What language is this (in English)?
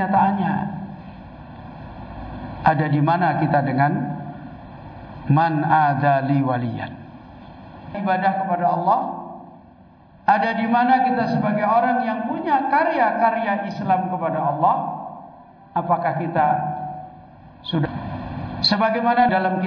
Indonesian